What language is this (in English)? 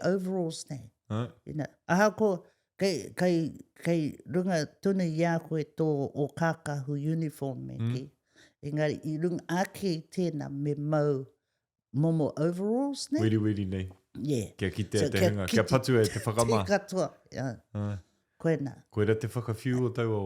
Māori